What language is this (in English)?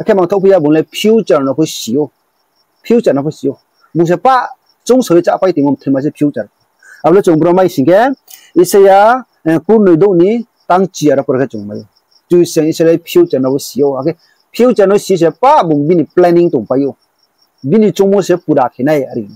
Riang (India)